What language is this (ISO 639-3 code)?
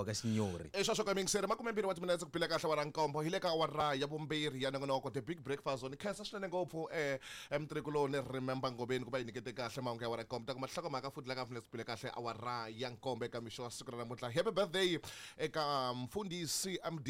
tso